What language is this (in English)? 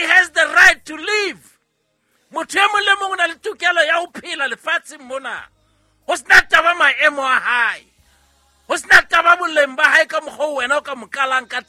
Southern Sotho